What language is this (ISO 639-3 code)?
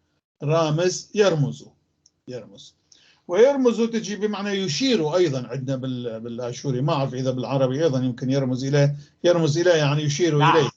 apc